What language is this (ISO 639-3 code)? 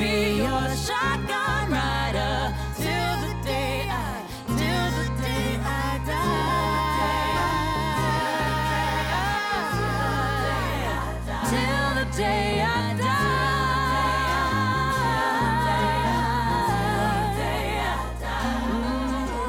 isl